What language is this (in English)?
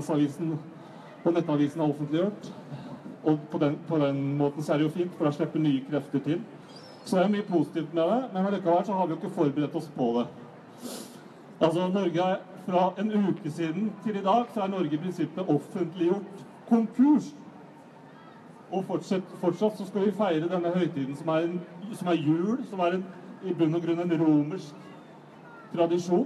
Norwegian